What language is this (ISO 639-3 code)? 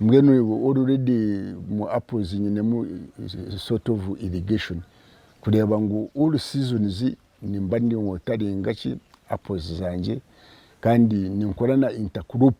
nyn